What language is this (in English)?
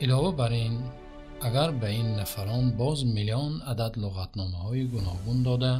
Tajik